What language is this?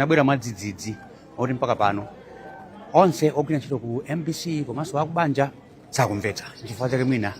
Nyanja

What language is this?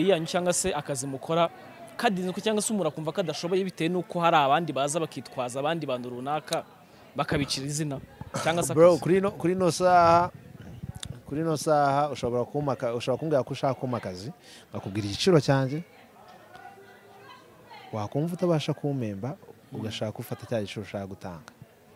Kinyarwanda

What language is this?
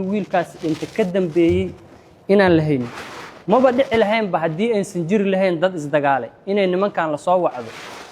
Somali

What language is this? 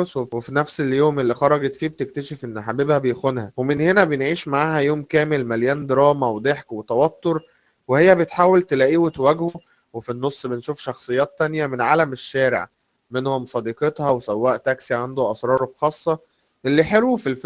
Egyptian Arabic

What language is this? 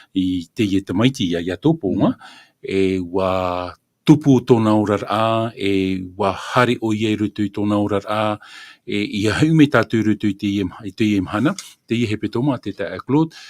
Tahitian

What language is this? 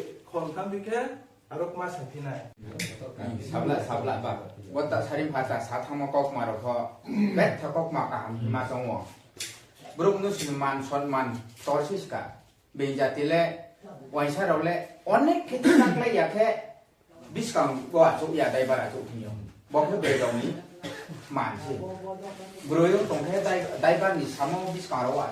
Riang (India)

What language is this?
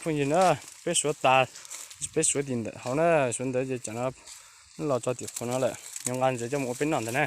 Hmong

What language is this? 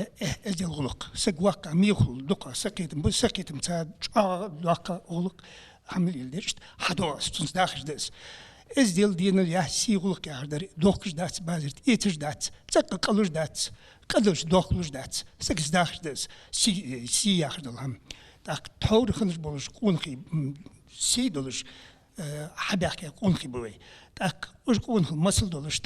Ingush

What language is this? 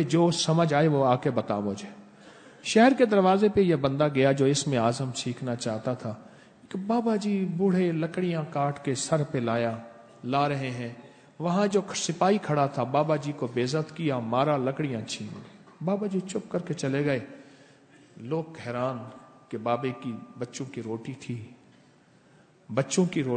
Urdu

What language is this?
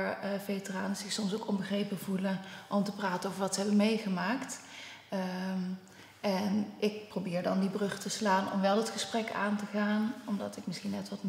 Dutch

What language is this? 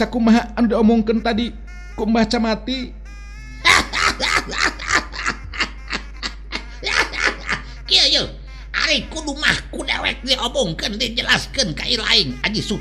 Sundanese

